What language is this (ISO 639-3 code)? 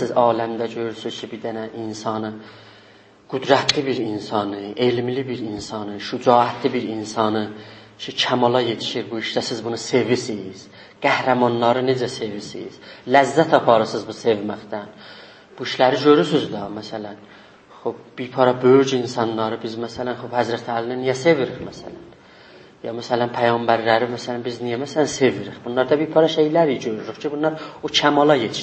azb